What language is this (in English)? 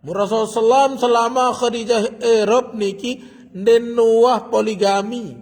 Sasak